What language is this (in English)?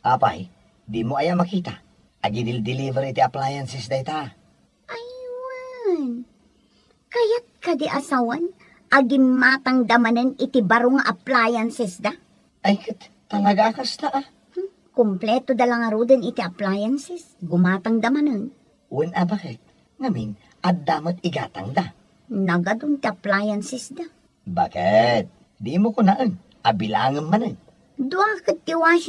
Iloko